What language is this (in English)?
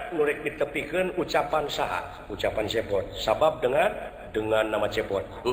Sundanese